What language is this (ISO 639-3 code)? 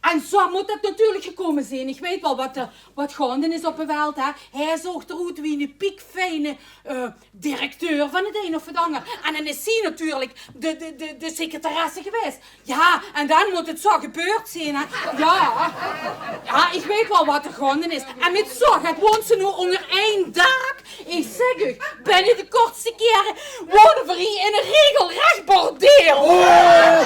lim